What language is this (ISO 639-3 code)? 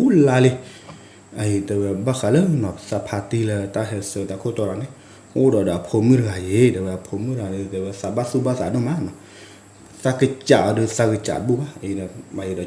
ksw